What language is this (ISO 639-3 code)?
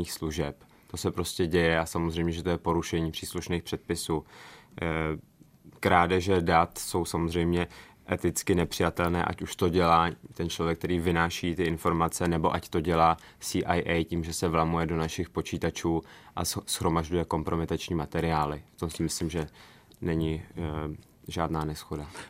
ces